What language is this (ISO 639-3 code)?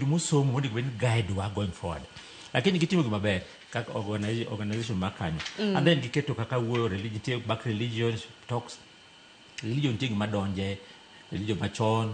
luo